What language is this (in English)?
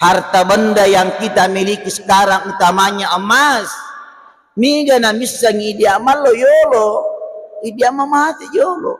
Buginese